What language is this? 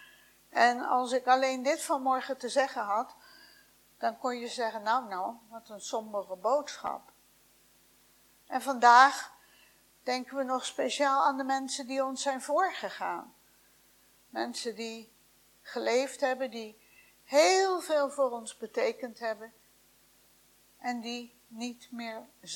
Dutch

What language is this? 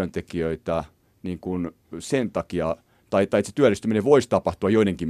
Finnish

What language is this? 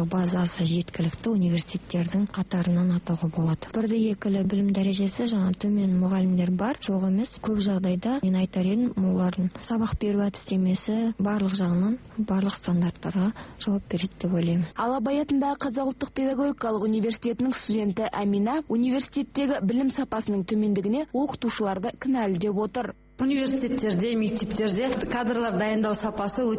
Kazakh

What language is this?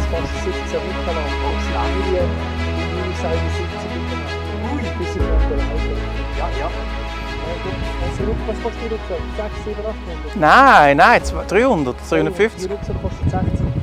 Swiss German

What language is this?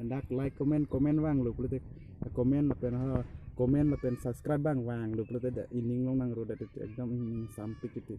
Karbi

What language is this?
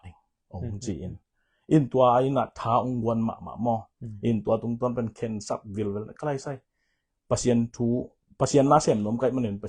Tedim Chin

